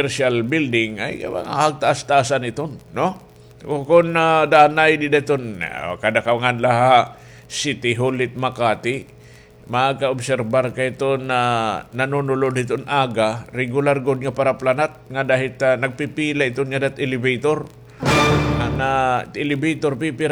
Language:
Waray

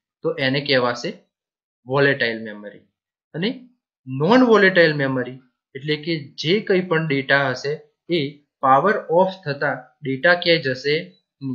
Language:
Gujarati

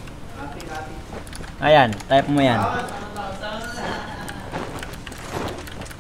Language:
Filipino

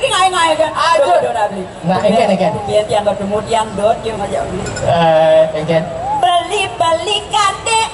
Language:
Balinese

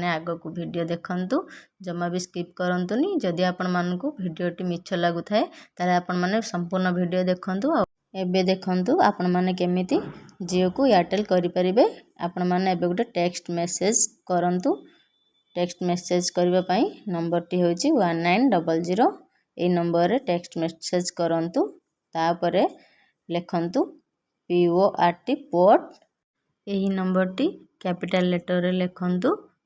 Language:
Odia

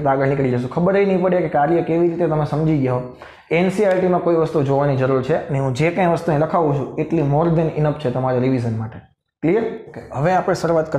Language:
Gujarati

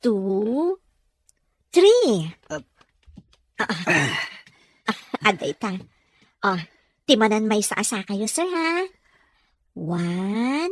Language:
Iloko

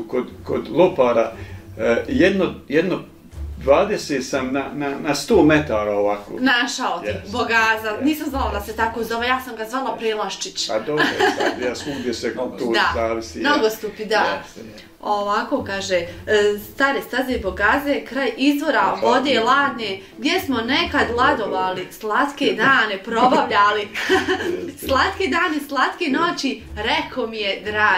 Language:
Bosnian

